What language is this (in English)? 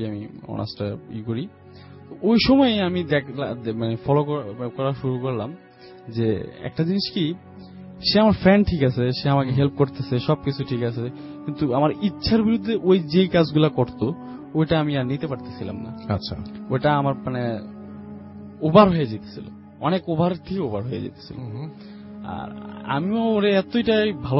Bangla